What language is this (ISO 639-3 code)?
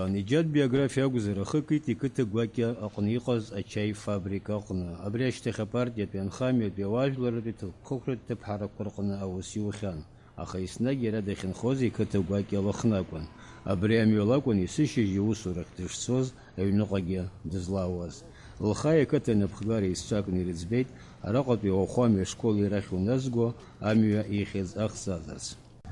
abk